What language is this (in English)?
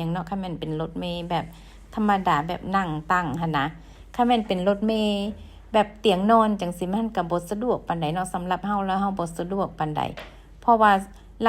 Lao